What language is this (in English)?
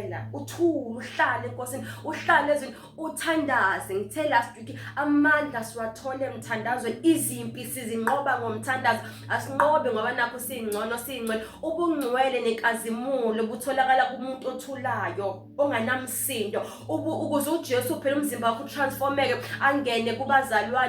Zulu